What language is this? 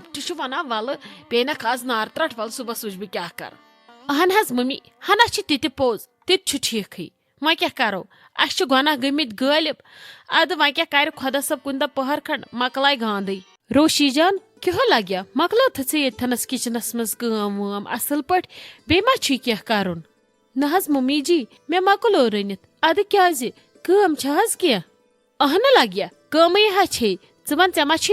Kashmiri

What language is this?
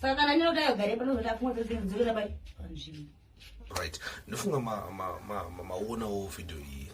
Shona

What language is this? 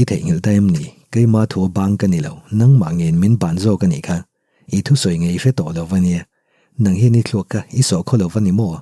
Mizo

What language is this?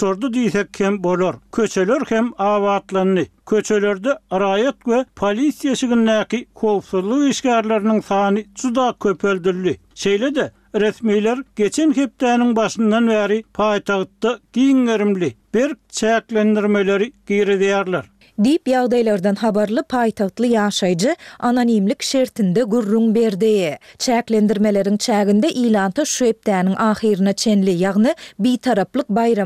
Turkmen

